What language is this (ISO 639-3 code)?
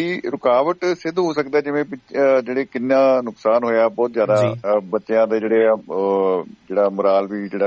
pan